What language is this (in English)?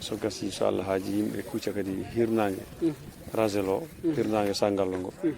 Fula